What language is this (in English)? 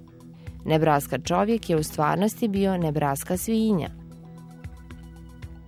Bosnian